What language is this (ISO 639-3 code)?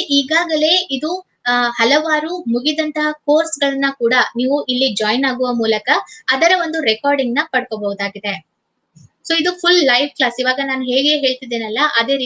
kan